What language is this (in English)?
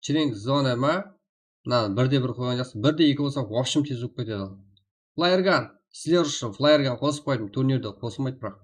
Kara-Kalpak